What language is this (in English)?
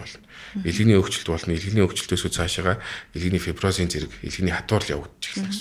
Mongolian